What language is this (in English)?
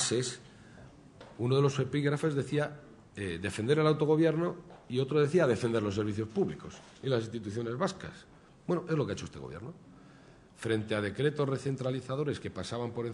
Spanish